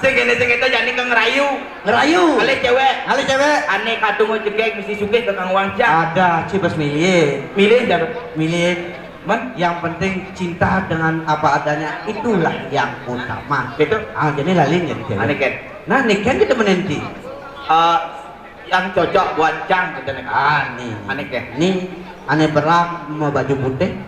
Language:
Balinese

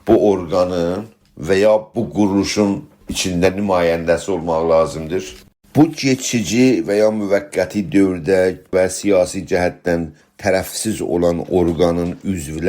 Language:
South Azerbaijani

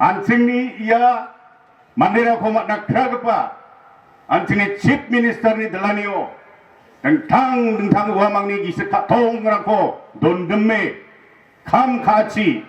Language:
Garo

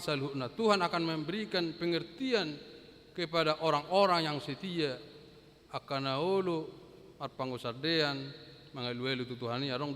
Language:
Batak Toba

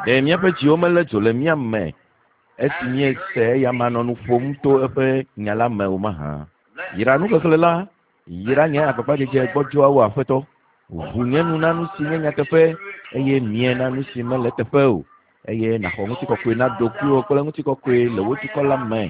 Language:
Ewe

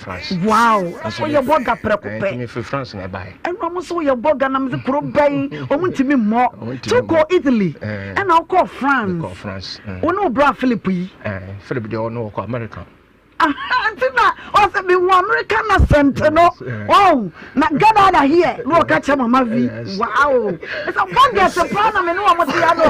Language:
Akan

